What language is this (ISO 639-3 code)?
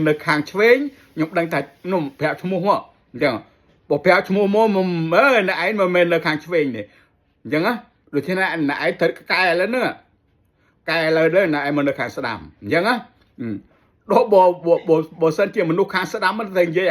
khm